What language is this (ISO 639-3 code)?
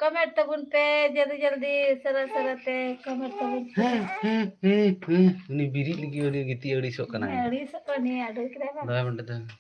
sat